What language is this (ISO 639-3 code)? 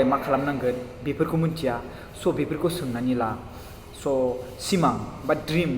brx